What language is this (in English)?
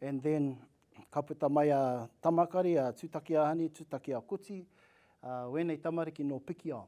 Māori